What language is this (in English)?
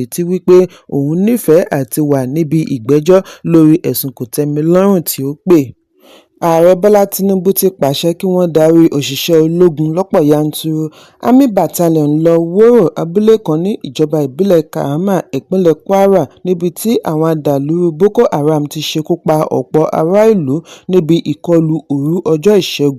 Yoruba